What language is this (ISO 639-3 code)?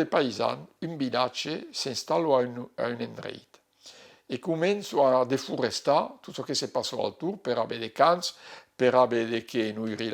oci